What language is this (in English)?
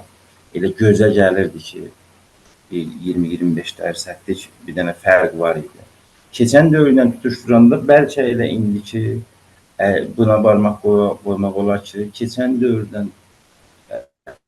South Azerbaijani